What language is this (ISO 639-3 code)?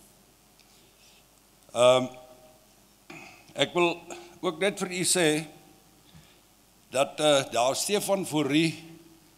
afr